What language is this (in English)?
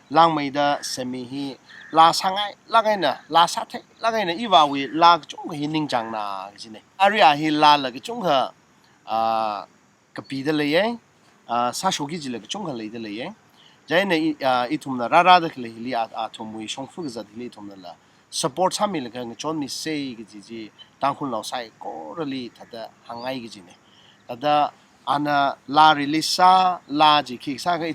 Tangkhul Naga (India)